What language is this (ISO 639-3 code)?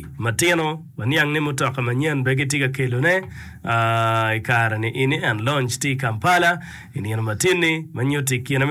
ach